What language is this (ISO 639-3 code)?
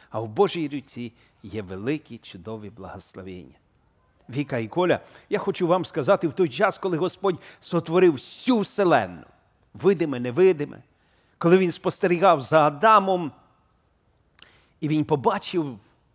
ukr